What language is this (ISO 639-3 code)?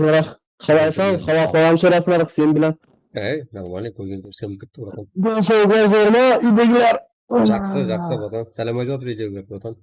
kaa